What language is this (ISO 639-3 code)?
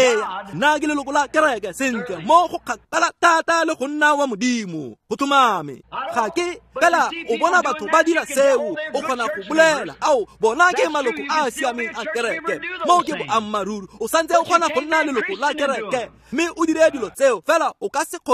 tsn